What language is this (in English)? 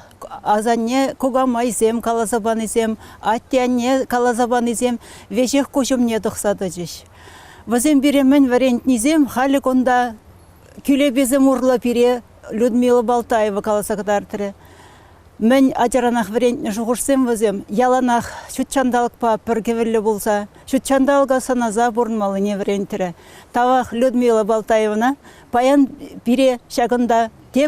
Chuvash